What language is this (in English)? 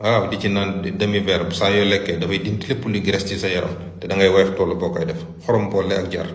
Wolof